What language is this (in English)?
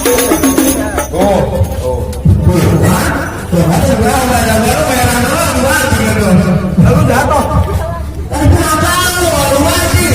Betawi